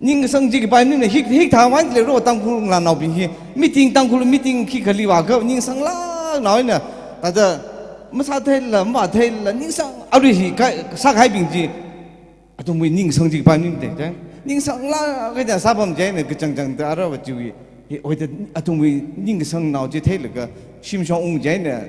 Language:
Tangkhul Naga (India)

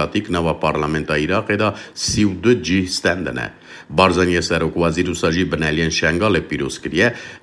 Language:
Kurdish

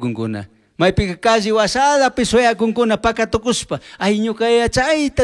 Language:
Chimborazo Highland Quichua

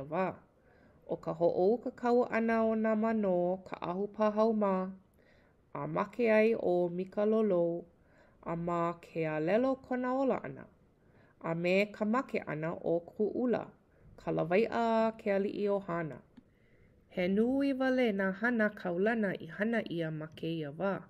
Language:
Hawaiian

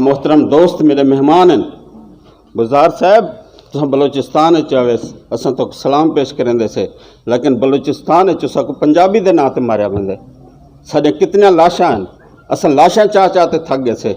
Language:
Saraiki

